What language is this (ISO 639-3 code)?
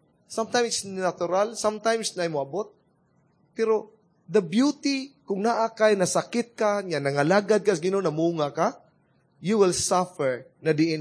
ceb